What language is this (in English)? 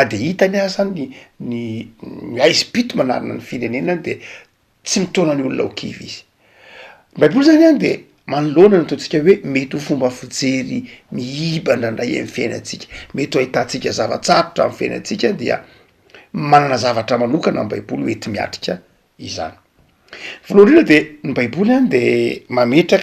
Malagasy